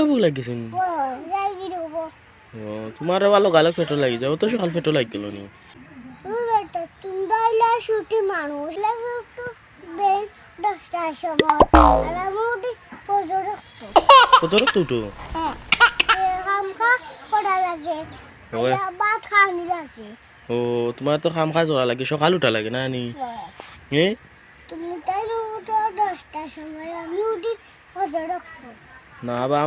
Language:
Sylheti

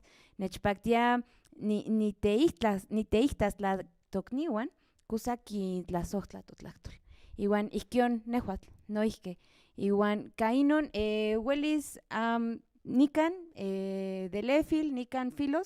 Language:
Central Nahuatl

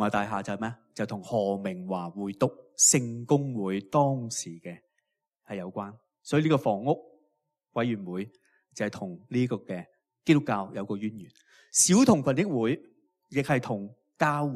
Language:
Cantonese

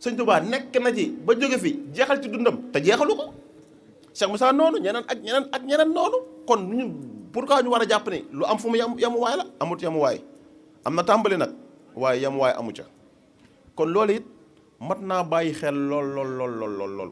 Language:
Wolof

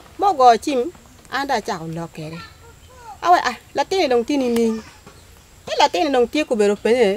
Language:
Acoli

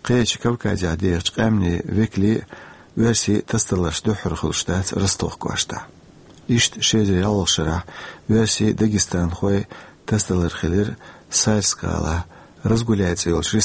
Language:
Chechen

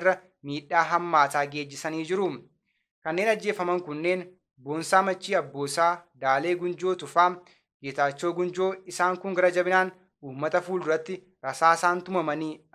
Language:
Oromo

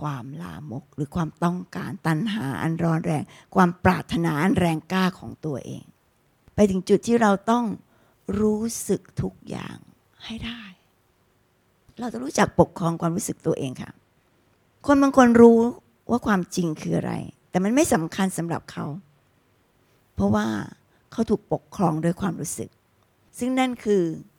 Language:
Thai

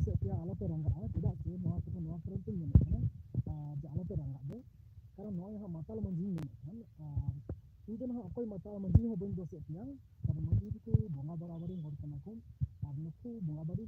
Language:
Santali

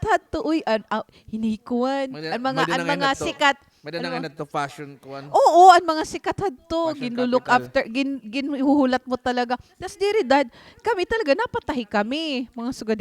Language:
Waray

